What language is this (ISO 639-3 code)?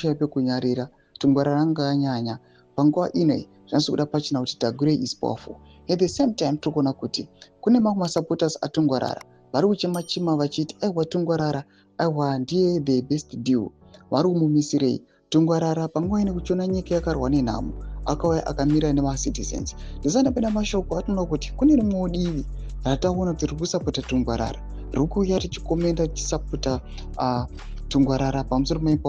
sna